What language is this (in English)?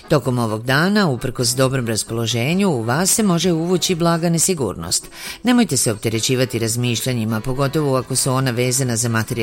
Serbian